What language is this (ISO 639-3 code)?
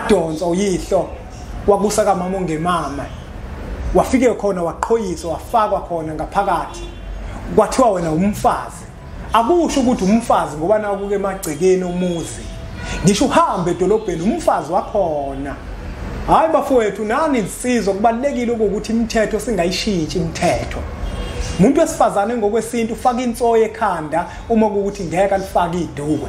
zul